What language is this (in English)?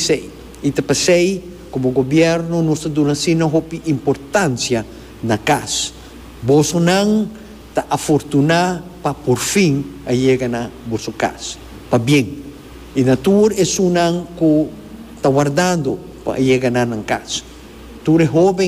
Papiamento